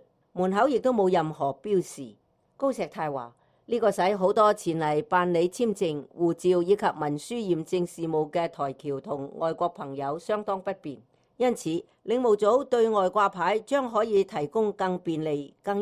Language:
Cantonese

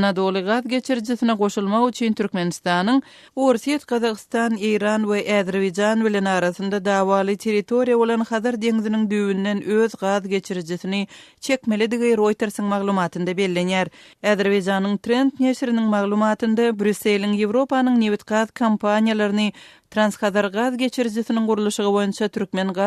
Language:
Turkmen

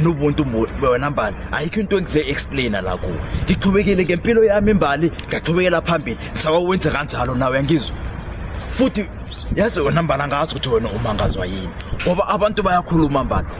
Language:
Zulu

